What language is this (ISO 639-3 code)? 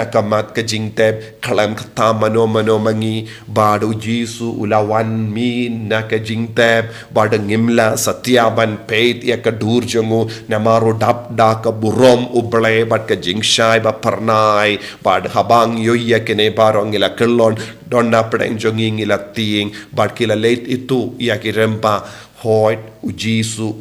kha